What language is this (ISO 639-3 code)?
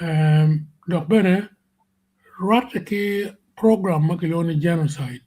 ach